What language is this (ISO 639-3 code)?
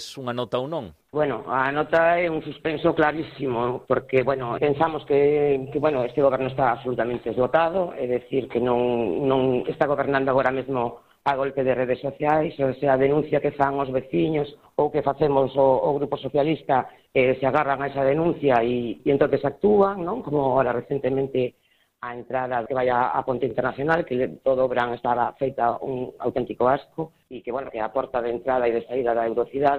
glg